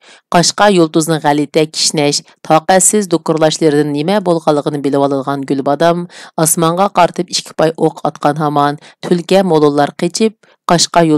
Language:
Uyghur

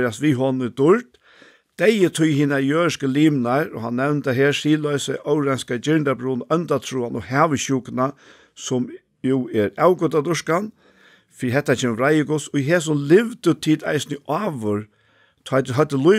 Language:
Faroese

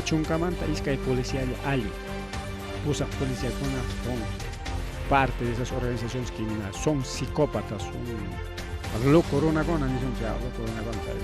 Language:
Ayacucho Quechua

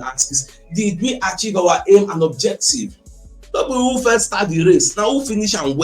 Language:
Nigerian Pidgin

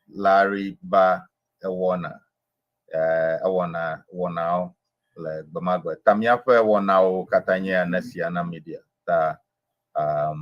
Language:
Ewe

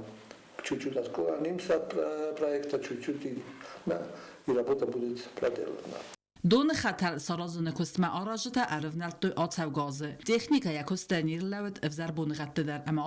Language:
Ossetic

